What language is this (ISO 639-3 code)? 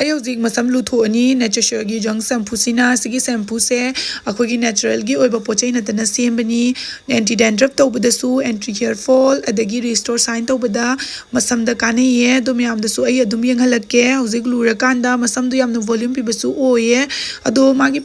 mni